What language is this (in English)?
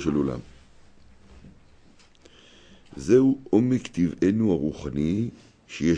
Hebrew